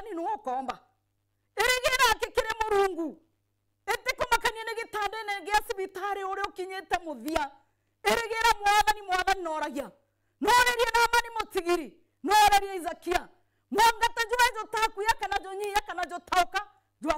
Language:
Meru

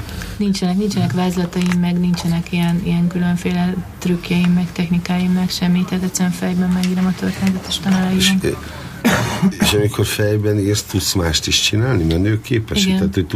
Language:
Hungarian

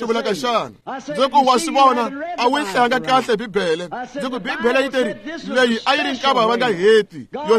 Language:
Tsonga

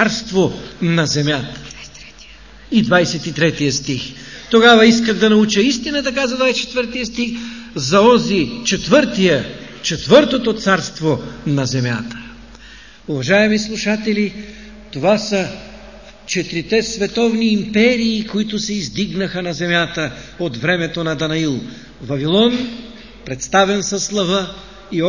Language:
Bulgarian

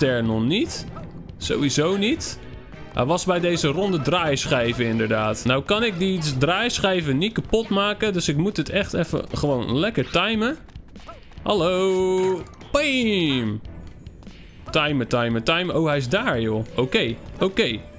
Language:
Dutch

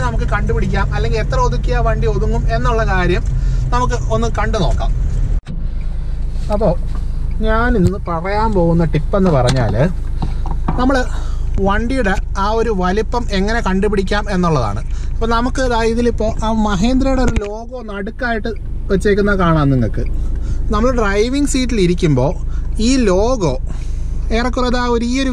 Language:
Malayalam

